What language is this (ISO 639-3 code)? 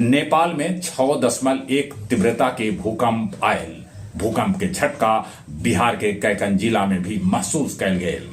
mag